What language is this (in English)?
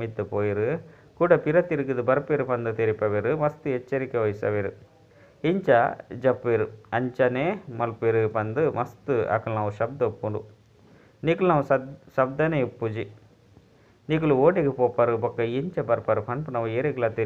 Tulu